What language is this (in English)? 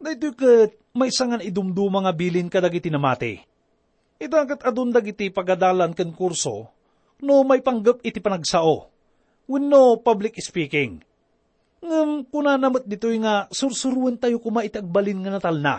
Iloko